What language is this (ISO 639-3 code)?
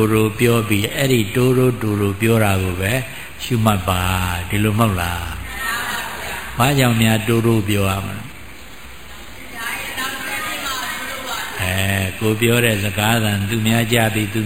mya